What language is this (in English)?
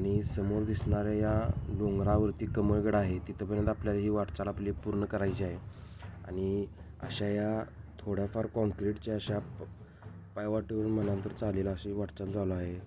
Marathi